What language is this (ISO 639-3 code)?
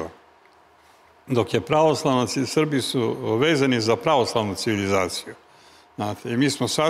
srp